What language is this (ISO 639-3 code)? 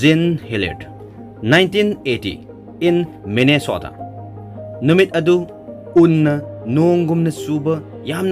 mni